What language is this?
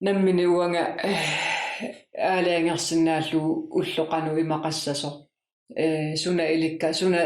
Kalaallisut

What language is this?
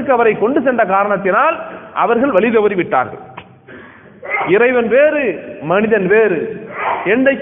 Tamil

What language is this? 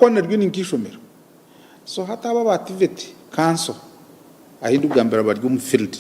Nyankole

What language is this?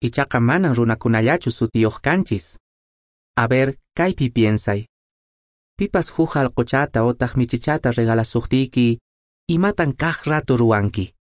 Quechua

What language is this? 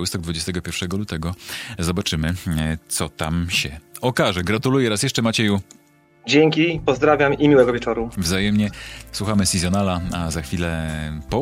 Polish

